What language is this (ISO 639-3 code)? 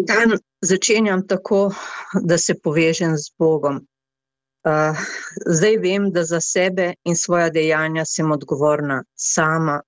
slv